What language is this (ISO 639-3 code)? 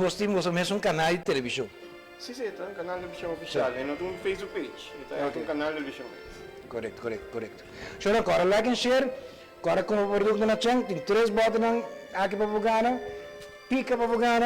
pap